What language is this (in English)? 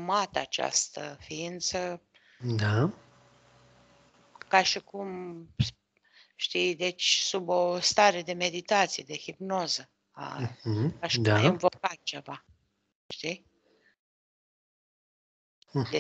Romanian